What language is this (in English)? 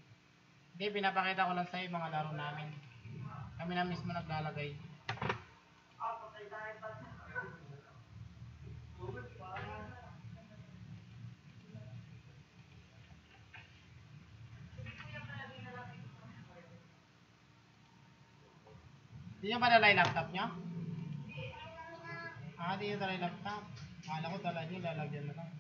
Filipino